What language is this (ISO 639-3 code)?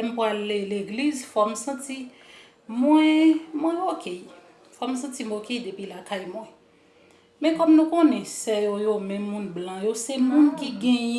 hat